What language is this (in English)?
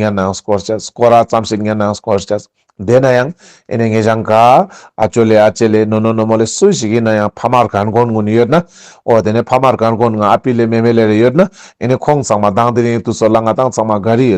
Ladakhi